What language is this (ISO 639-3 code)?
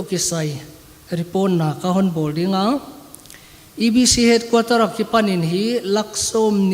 pck